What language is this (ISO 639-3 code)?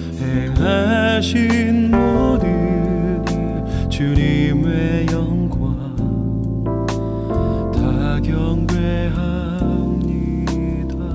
kor